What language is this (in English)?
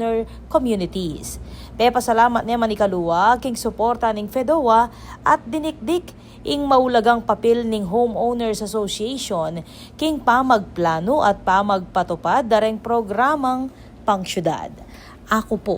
Pampanga